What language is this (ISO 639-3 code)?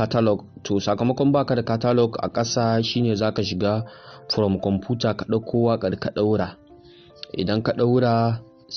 hau